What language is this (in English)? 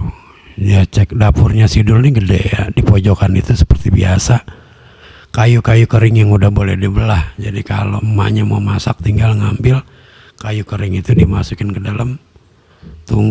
Betawi